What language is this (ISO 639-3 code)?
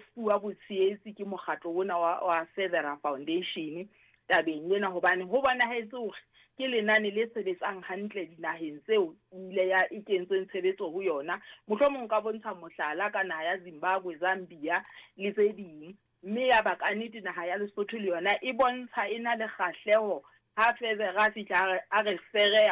sot